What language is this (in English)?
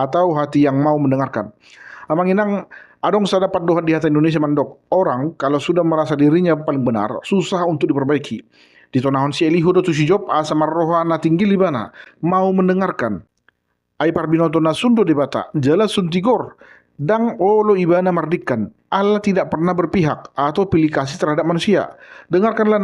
Batak Toba